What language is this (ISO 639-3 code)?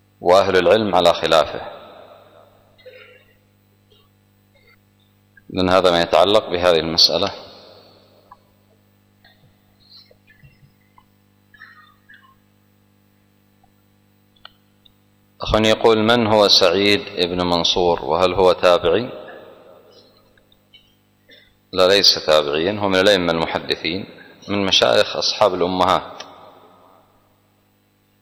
ara